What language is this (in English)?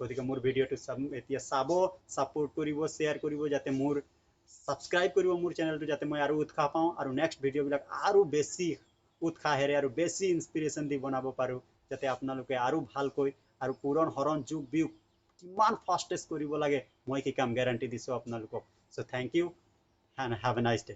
Assamese